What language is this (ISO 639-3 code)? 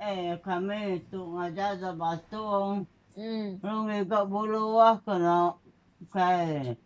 iba